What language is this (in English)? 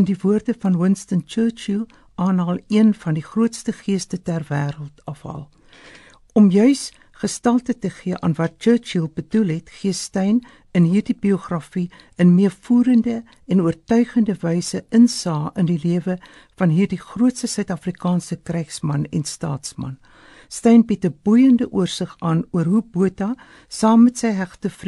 Afrikaans